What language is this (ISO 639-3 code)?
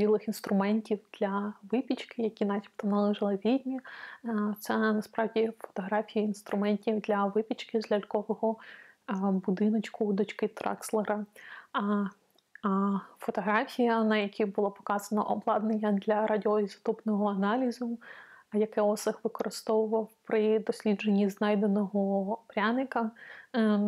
ukr